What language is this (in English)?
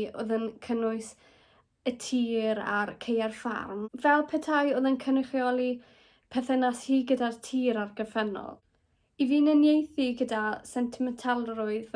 Welsh